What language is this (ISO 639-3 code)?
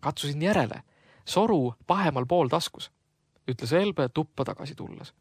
est